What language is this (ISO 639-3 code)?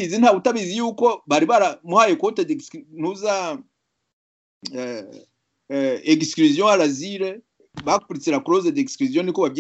kin